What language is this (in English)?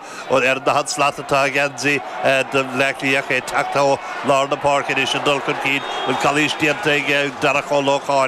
Irish